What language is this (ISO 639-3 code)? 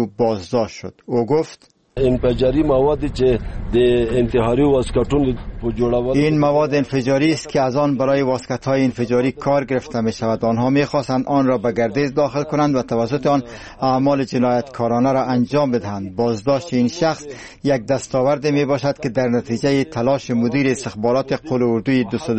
fas